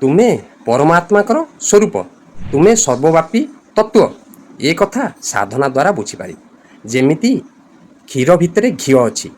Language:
Odia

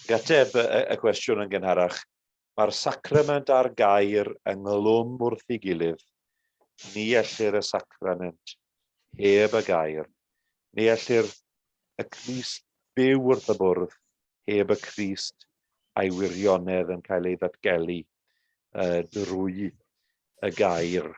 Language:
Welsh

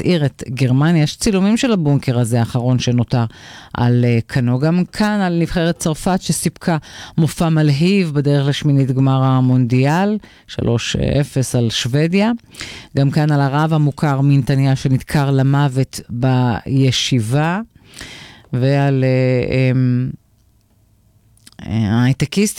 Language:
Hebrew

